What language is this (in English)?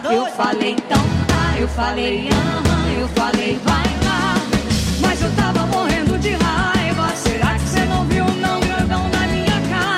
Portuguese